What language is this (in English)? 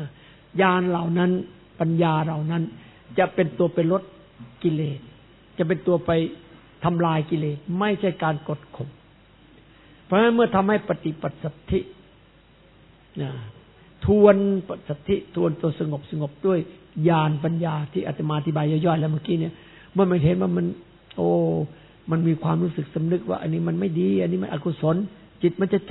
Thai